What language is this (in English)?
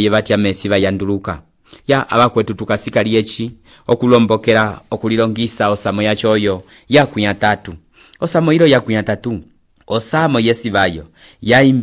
Umbundu